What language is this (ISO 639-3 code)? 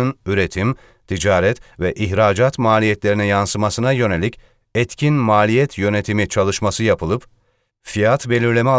tur